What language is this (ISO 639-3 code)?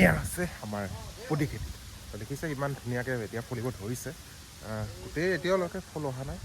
asm